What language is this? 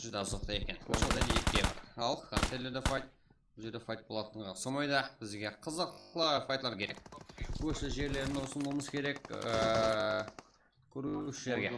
Kara-Kalpak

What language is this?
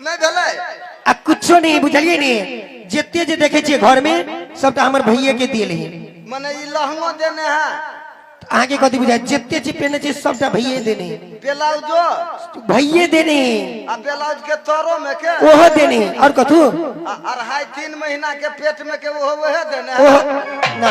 Maithili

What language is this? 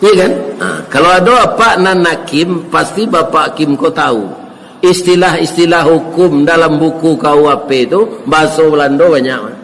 Minangkabau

